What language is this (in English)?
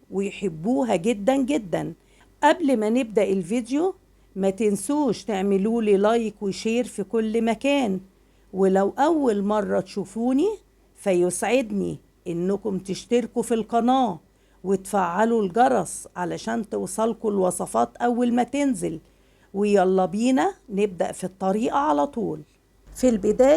Egyptian Arabic